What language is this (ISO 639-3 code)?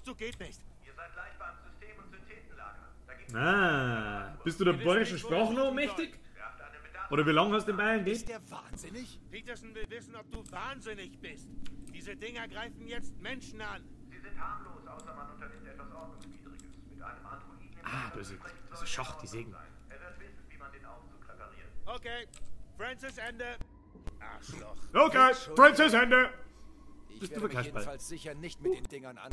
bar